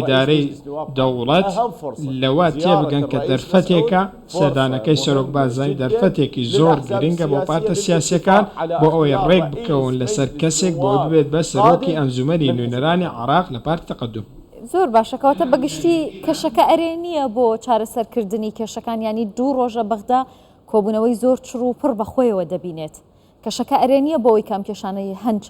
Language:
Central Kurdish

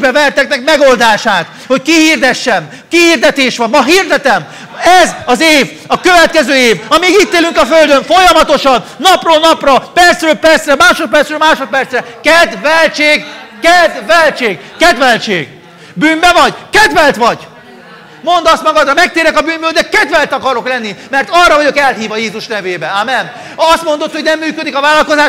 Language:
Hungarian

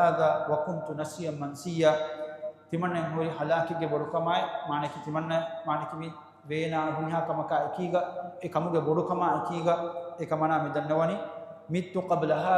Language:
Divehi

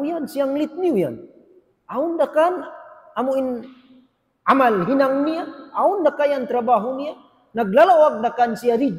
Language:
Tausug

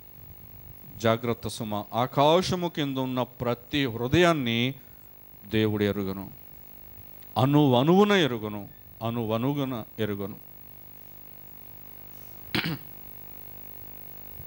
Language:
Telugu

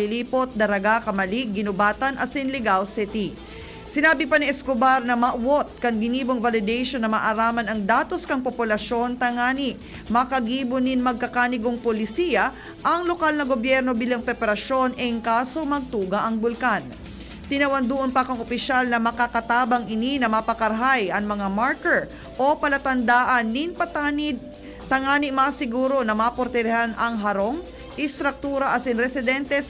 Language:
Bikol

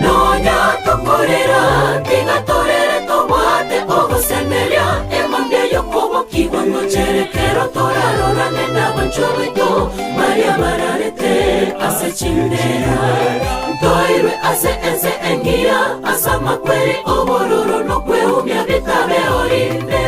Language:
Gusii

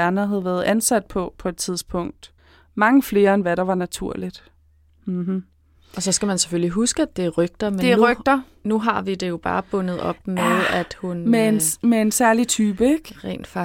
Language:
Danish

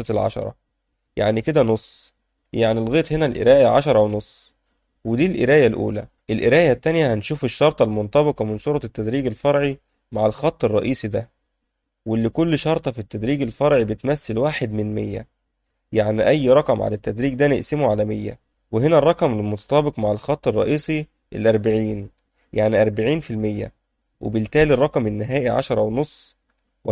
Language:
Egyptian Arabic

